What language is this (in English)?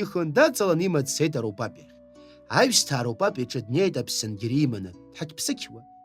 Abkhazian